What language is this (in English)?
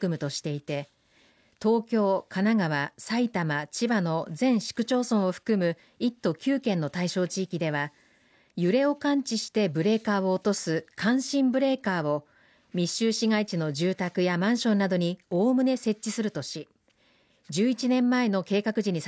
Japanese